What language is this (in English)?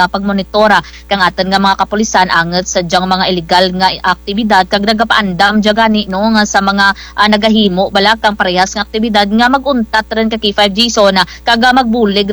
Kinaray-a